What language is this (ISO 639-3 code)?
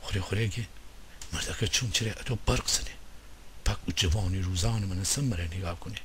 glk